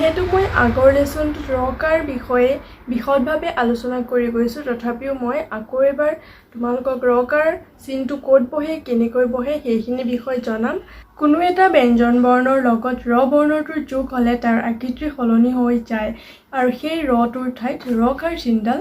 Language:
Assamese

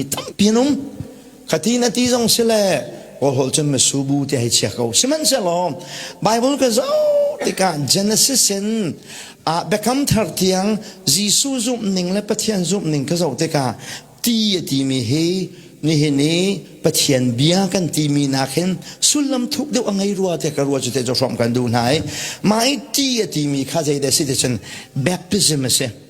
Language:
Hakha Chin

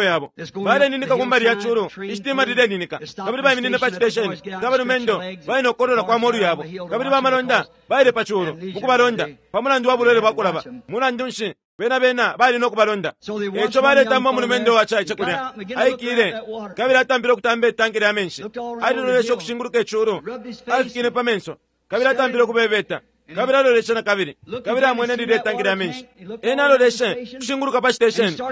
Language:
Bemba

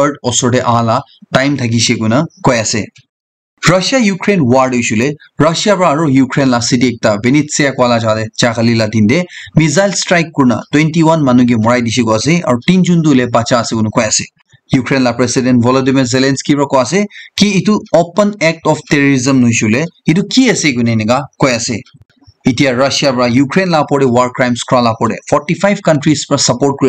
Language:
Naga Pidgin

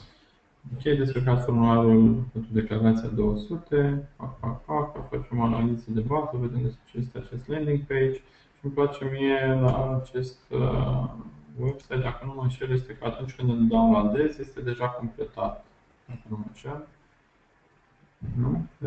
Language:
Romanian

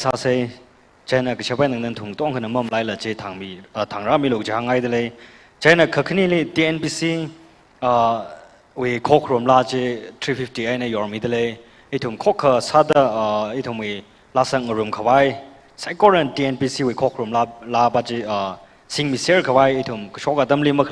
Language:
Tangkhul Naga (India)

